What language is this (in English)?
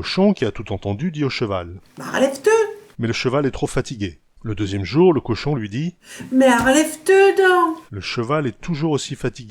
Picard